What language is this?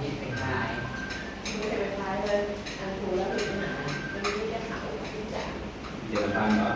Northeastern Thai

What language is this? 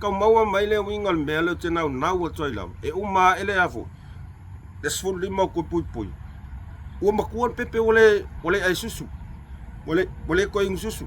Samoan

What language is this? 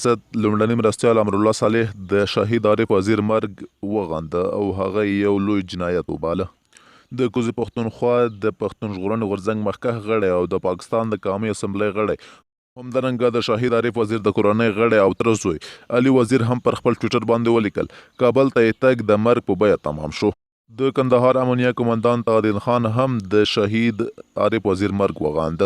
Pashto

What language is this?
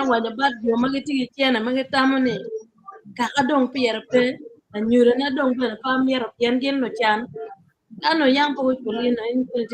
Acoli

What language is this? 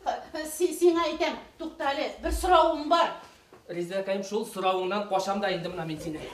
Bashkir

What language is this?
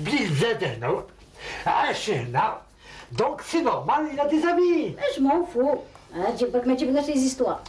Algerian Arabic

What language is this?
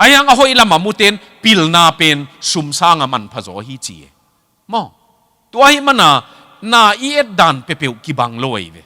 Tedim Chin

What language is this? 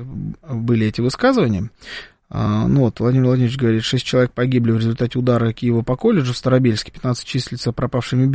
Russian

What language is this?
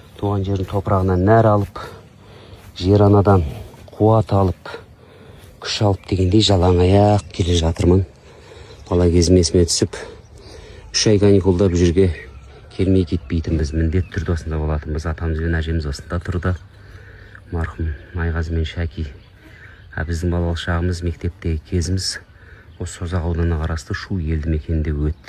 Kazakh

